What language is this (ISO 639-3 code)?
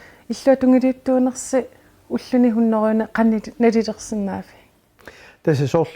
kal